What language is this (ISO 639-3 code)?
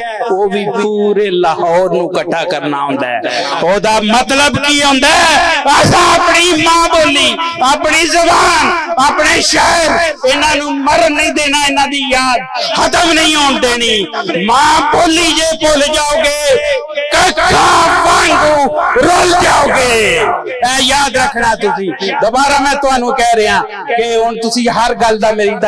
lah